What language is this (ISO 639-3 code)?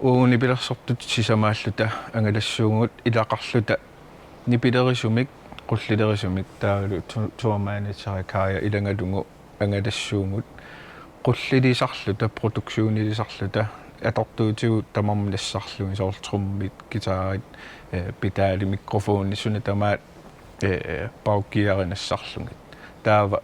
kal